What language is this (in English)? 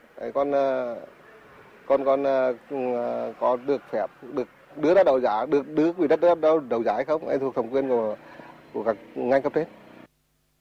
Vietnamese